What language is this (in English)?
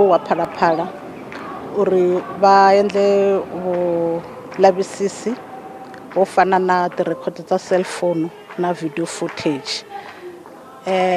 Tsonga